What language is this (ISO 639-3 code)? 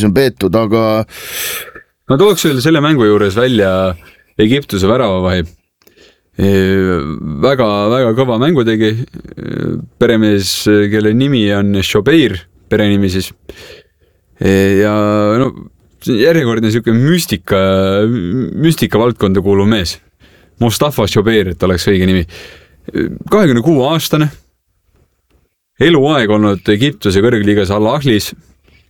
est